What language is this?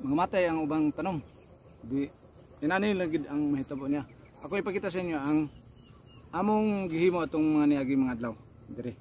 Cebuano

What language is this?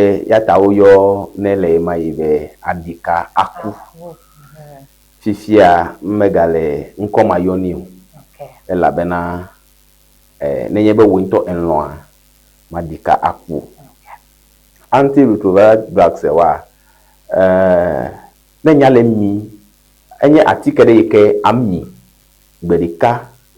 Ewe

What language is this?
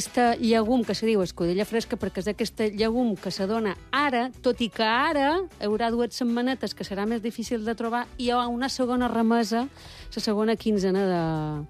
Catalan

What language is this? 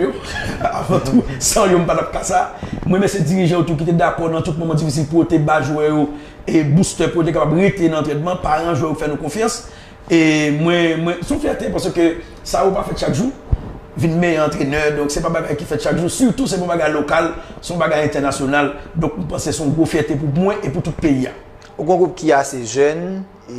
Haitian Creole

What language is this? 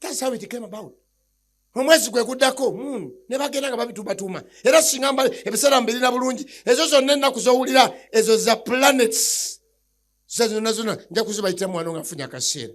Ganda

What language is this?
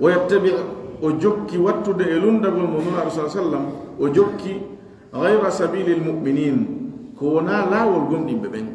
Pular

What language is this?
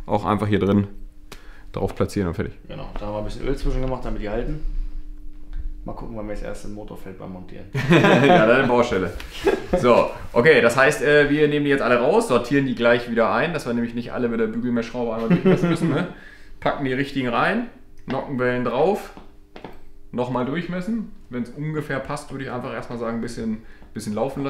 German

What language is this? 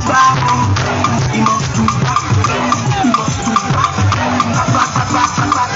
Nigerian Pidgin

